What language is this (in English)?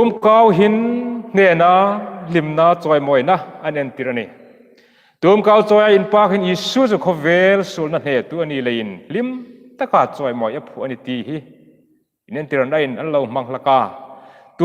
Hmar